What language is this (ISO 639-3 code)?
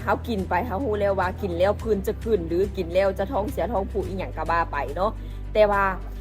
lao